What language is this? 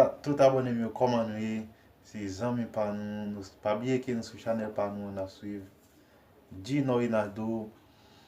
Haitian Creole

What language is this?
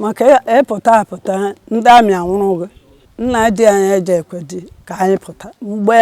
Igbo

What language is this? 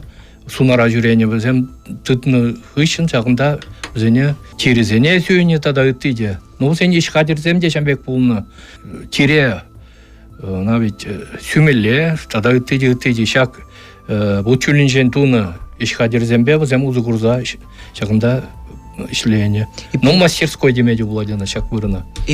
Chuvash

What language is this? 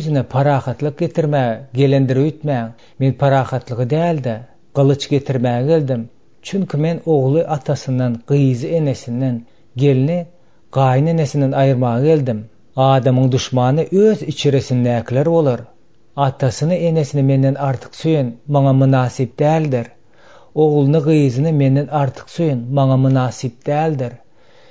Turkmen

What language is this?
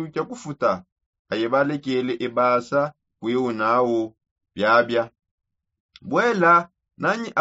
Songe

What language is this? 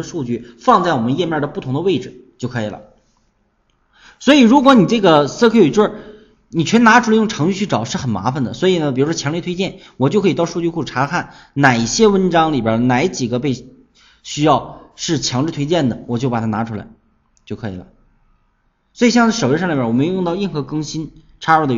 Chinese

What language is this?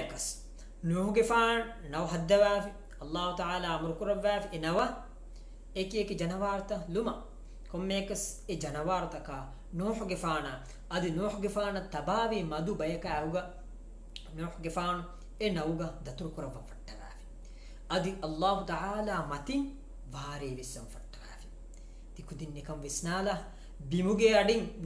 Divehi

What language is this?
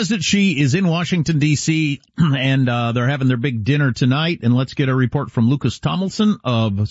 English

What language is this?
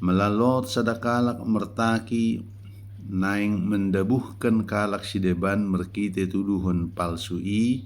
Batak Dairi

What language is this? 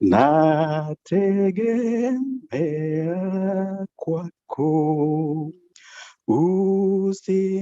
Kalenjin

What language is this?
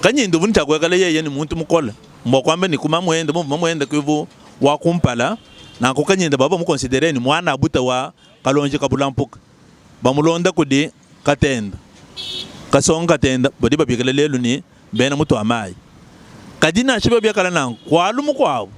Luba-Lulua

